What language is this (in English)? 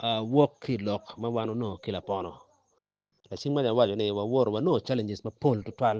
Acoli